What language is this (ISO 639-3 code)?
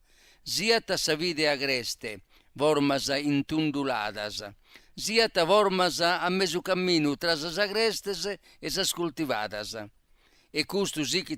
srd